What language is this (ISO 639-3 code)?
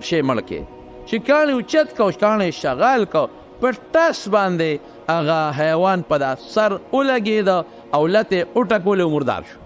pus